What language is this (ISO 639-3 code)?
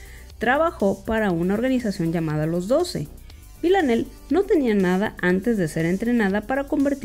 spa